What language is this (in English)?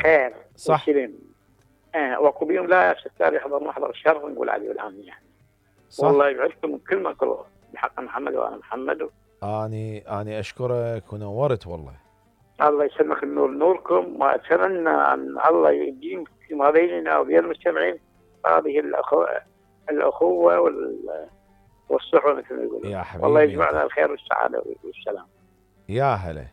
Mesopotamian Arabic